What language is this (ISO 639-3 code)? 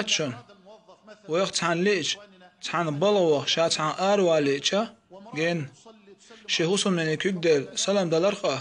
che